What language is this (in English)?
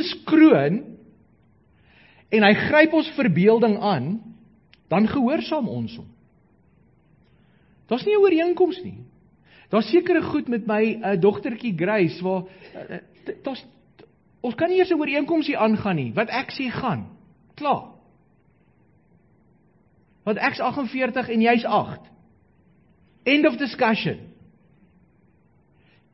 Afrikaans